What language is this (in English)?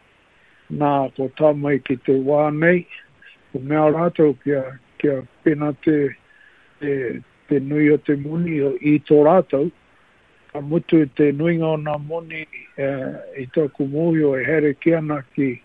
Māori